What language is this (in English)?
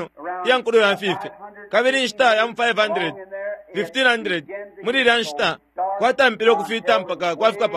Bemba